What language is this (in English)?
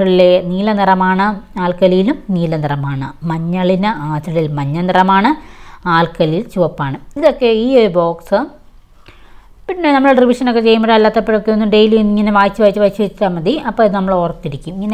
Malayalam